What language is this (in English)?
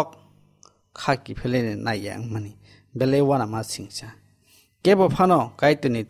Kok Borok